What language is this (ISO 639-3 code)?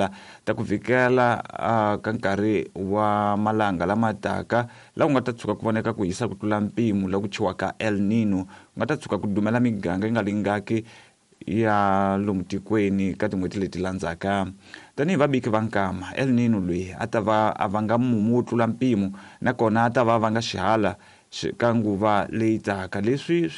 tso